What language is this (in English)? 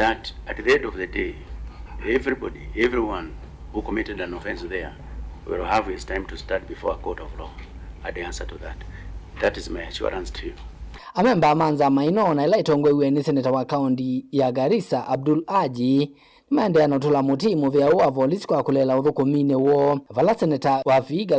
Kamba